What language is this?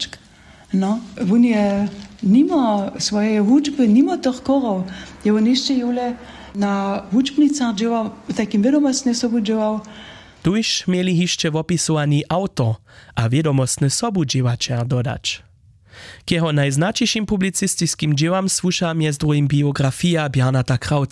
Upper Sorbian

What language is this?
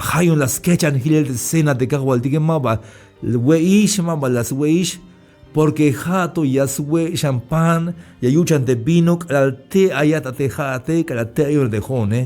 Tzeltal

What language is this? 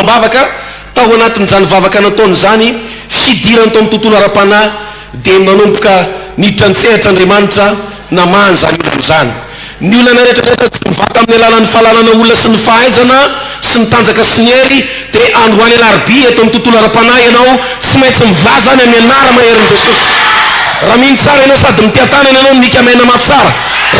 Malagasy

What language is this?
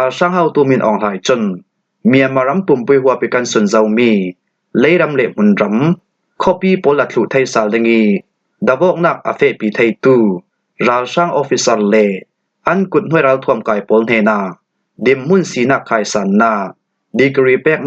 Falam Chin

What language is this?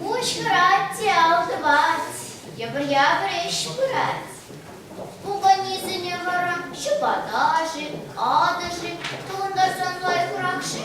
Chuvash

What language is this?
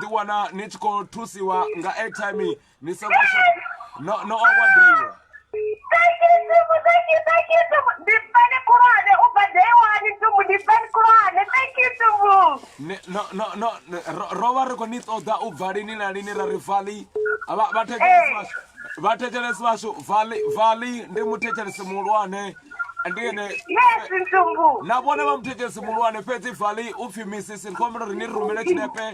Venda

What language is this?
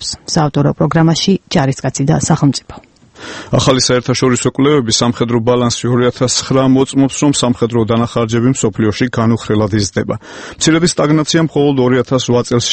Georgian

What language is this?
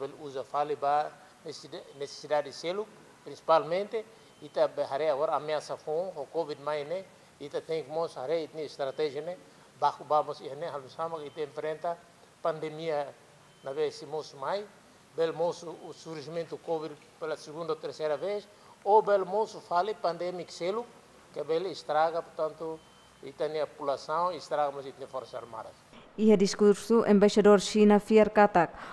Tetum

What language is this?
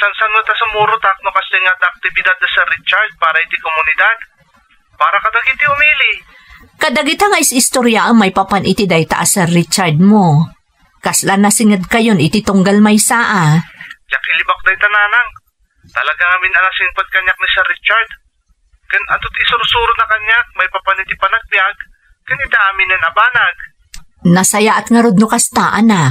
Iloko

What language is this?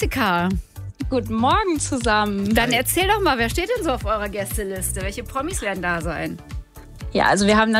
German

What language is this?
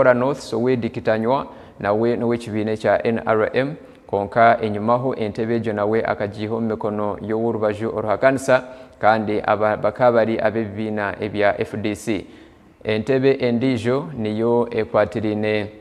Nyankole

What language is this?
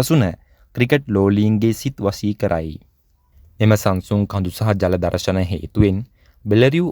Sinhala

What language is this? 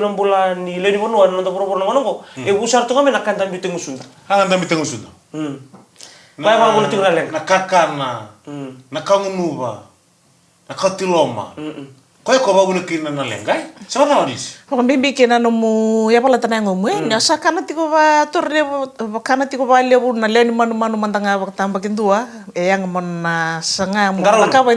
Fijian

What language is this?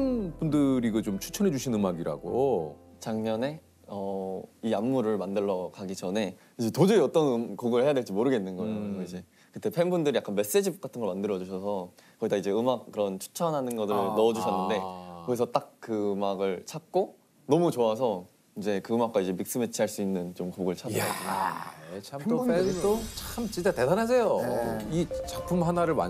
Korean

